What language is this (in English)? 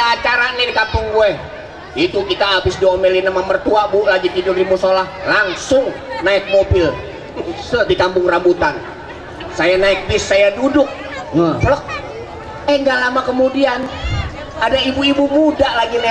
Betawi